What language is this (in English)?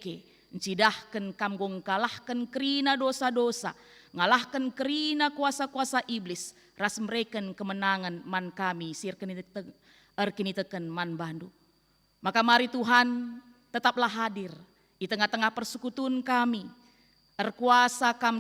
Batak Karo